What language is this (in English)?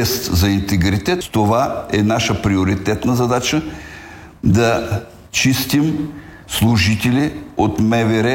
Bulgarian